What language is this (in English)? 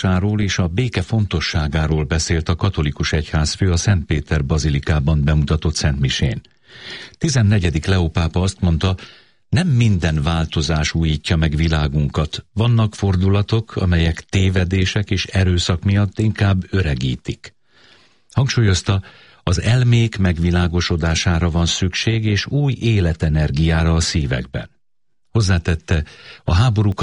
Hungarian